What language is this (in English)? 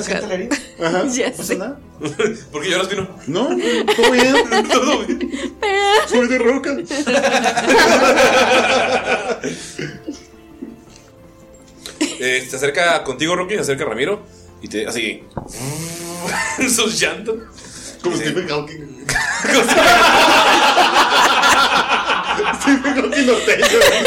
Spanish